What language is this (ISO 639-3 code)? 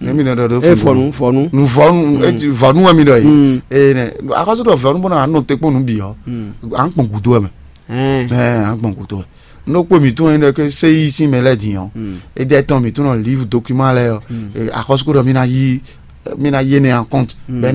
fon